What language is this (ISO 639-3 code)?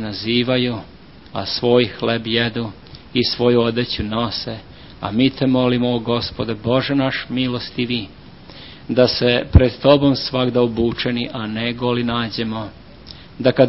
srp